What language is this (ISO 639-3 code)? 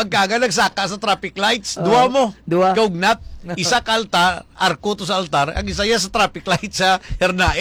hil